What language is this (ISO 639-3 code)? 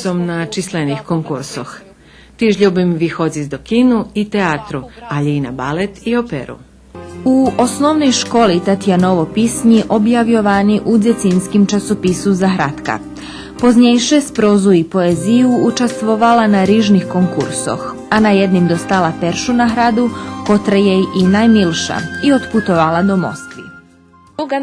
rue